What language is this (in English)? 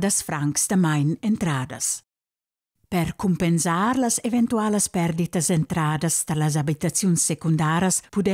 Romansh